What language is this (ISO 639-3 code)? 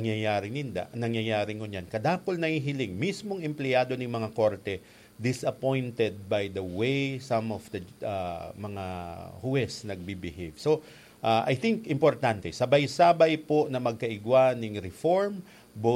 bik